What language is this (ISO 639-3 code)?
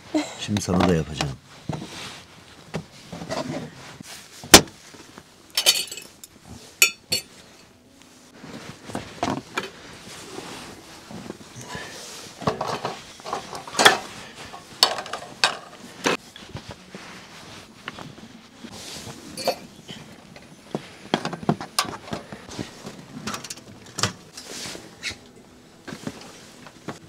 tur